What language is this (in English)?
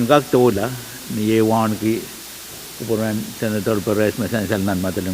Pohnpeian